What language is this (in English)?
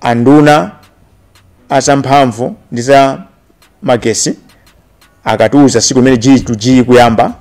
Nyanja